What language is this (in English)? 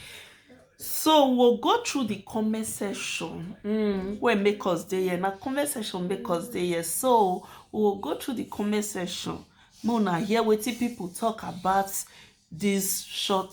Nigerian Pidgin